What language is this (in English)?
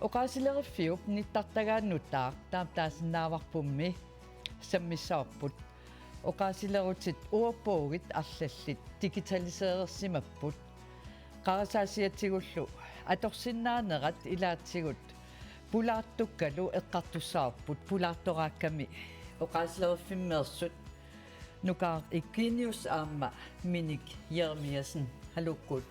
Kalaallisut